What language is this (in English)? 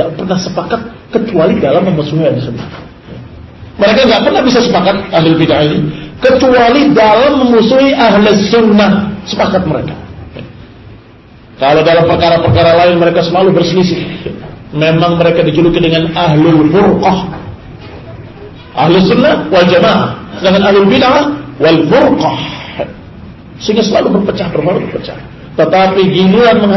Indonesian